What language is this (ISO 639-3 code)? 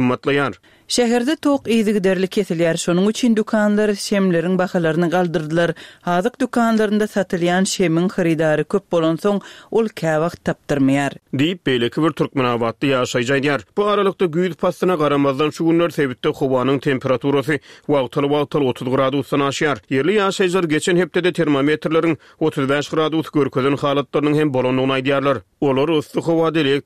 tuk